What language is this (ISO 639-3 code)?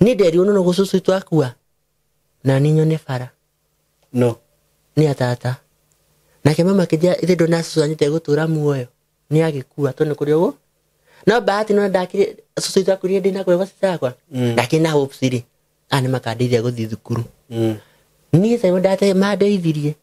kik